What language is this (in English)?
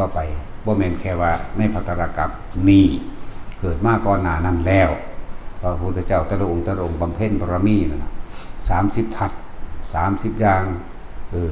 Northeastern Thai